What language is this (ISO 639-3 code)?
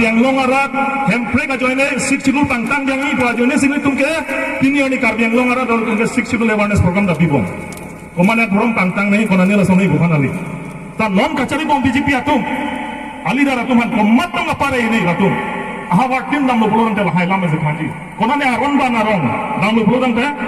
mjw